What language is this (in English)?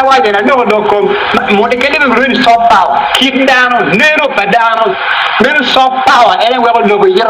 Acoli